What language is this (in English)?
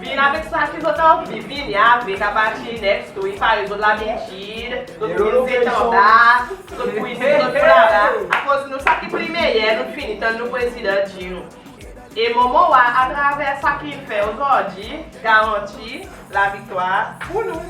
Seselwa Creole French